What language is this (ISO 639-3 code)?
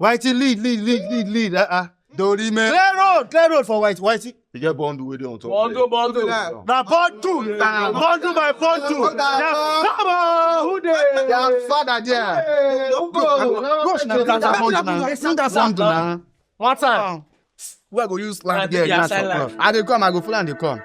pcm